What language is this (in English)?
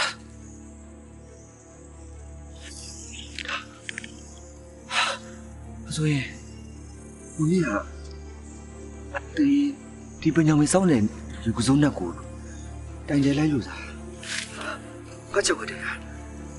Burmese